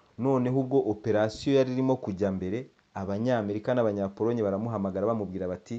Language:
Kinyarwanda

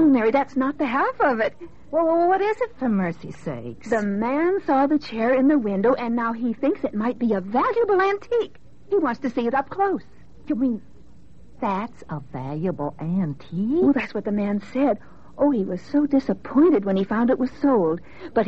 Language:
English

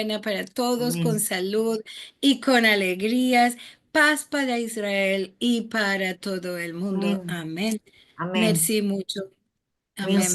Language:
Ladino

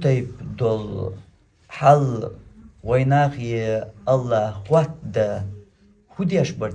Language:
Chechen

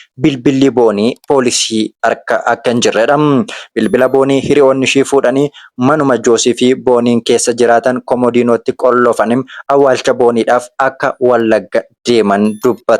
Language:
Oromo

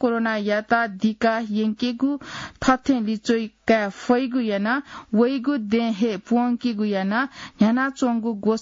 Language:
Newari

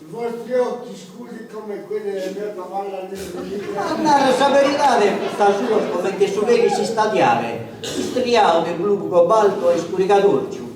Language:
Sardinian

